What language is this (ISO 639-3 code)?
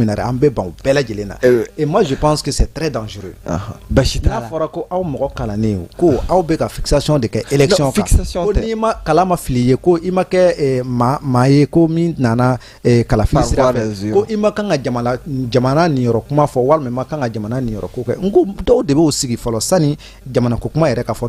bam